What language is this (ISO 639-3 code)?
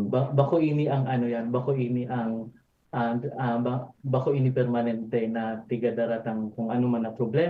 bik